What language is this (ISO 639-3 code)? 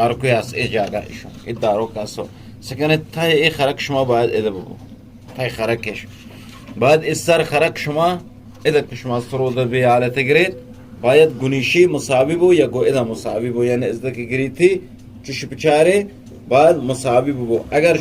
bgp